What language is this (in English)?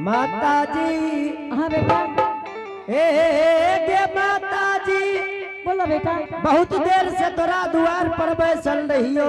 Angika